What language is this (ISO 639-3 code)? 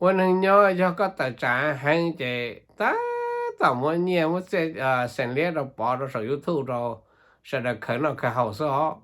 hmn